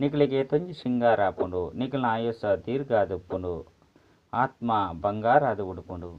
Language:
Tulu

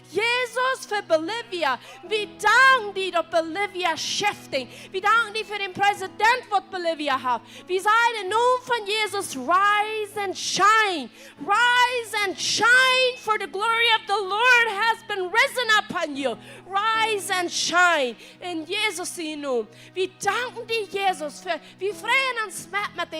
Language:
Plautdietsch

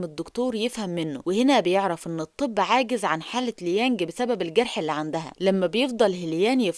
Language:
Egyptian Arabic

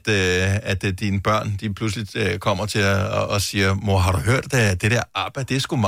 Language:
Danish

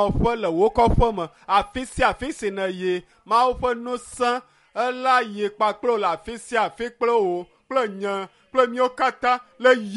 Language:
Ewe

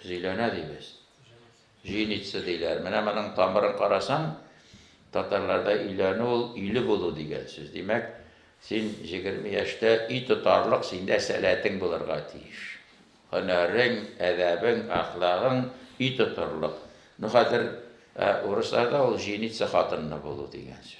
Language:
Tatar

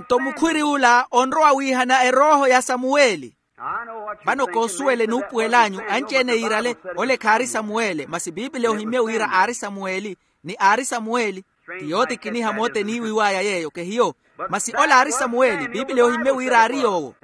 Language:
Makhuwa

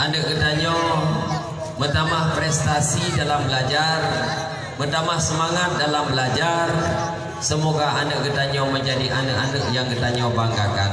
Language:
Achinese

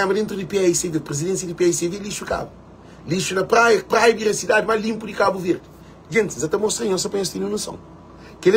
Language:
Kabuverdianu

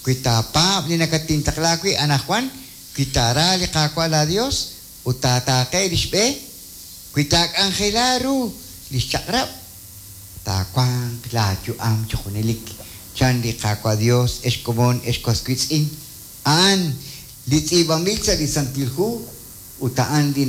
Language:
Kekchí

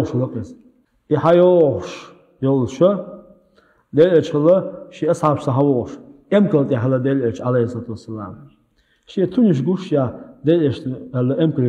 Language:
Chechen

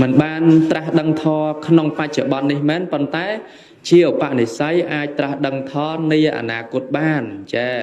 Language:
Khmer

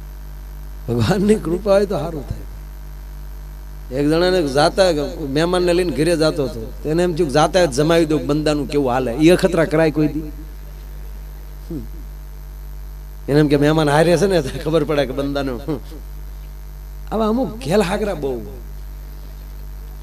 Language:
Gujarati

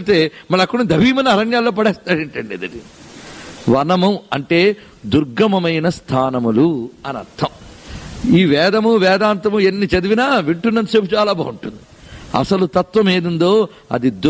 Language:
Telugu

